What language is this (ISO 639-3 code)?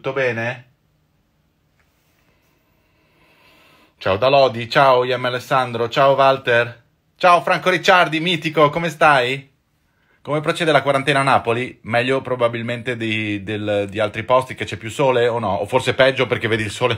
ita